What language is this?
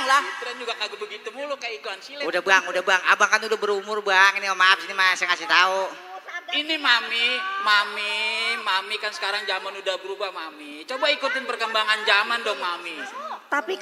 Betawi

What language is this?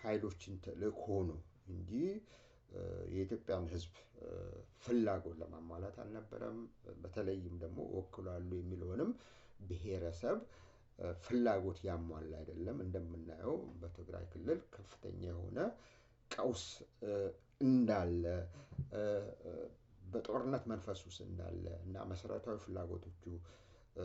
Amharic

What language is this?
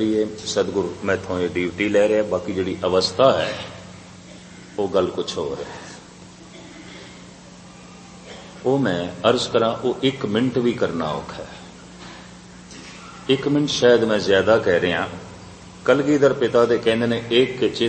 Punjabi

